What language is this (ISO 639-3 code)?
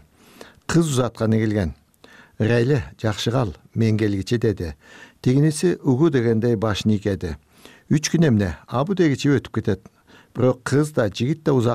kir